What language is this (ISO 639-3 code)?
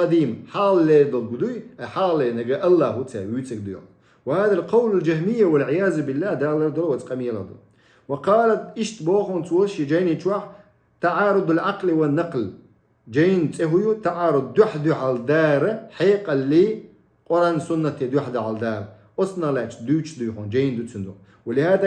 che